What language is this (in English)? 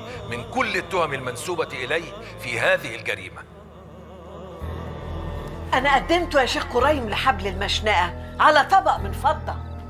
Egyptian Arabic